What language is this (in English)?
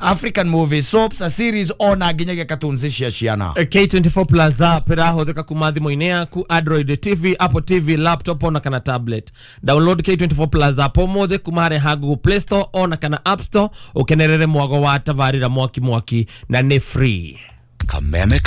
Kikuyu